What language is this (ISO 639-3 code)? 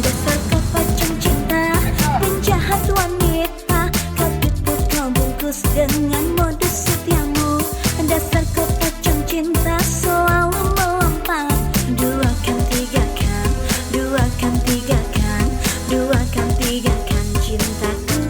bjn